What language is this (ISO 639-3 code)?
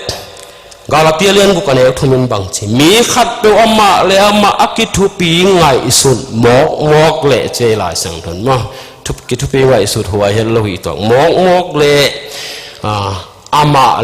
ctd